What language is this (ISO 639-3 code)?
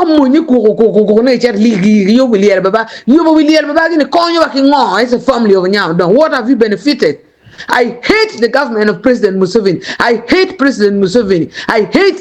ach